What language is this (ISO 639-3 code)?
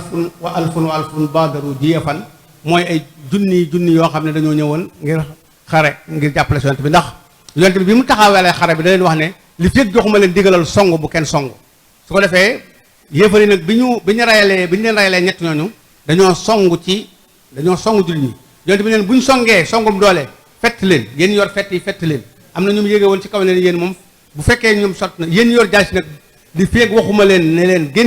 wol